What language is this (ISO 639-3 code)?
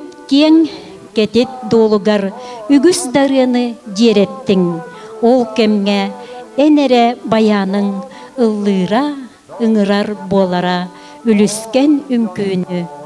sah